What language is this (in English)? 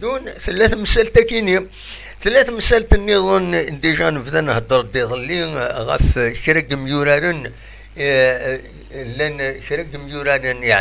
Kabyle